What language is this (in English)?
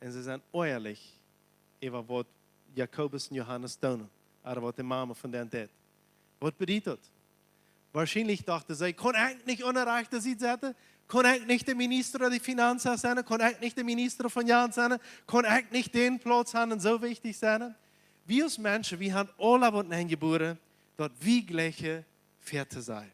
Plautdietsch